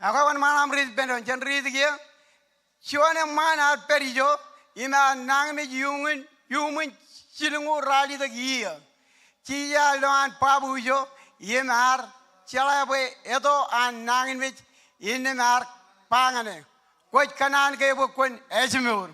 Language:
Marshallese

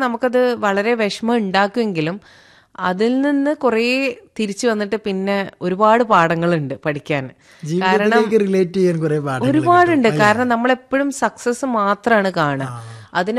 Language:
Malayalam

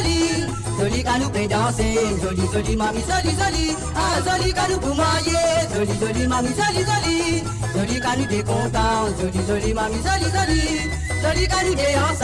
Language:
Morisyen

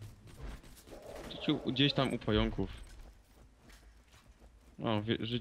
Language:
Polish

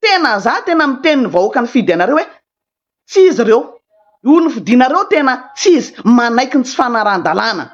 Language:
Malagasy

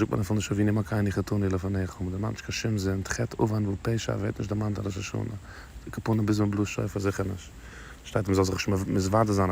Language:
Yiddish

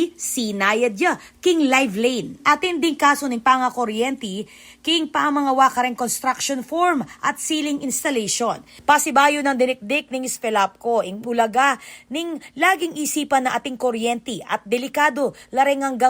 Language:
Pampanga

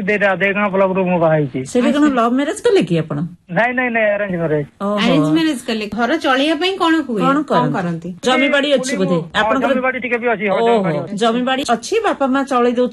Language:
Odia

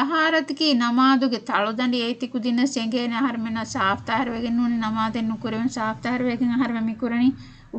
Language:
Divehi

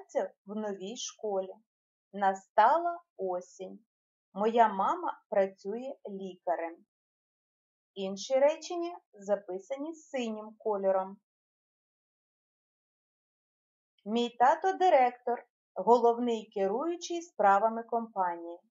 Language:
Ukrainian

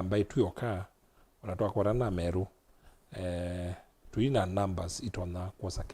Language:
Kamba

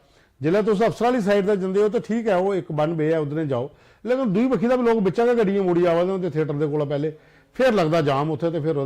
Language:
Dogri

